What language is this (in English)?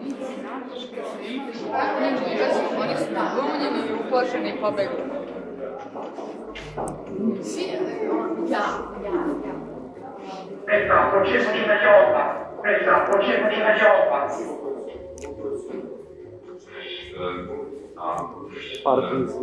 Serbian